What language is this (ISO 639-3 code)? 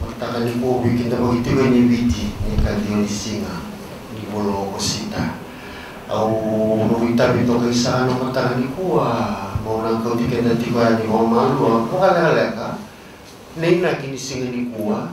fij